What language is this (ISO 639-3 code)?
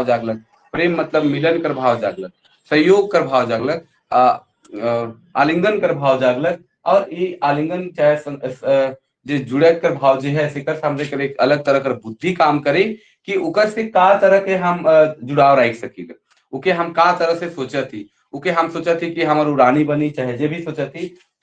sck